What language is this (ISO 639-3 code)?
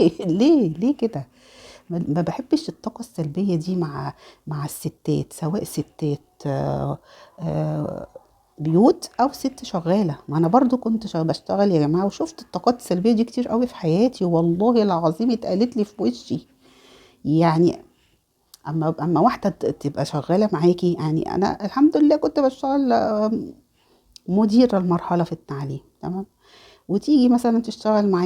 arz